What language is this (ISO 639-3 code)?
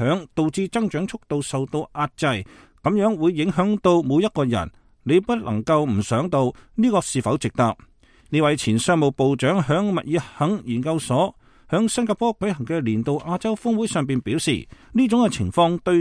yue